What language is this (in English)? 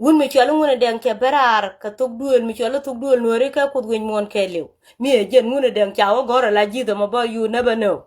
Nuer